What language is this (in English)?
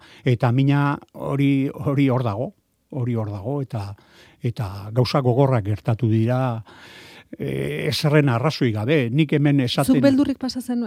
Basque